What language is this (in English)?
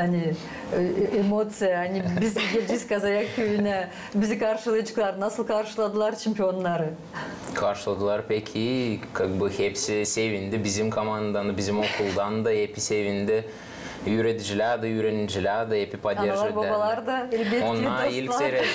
Gagauz